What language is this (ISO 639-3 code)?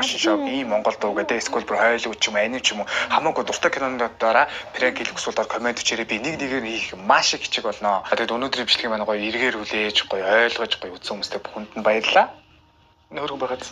mon